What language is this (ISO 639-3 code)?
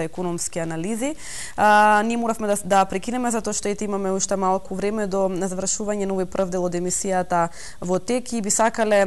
mkd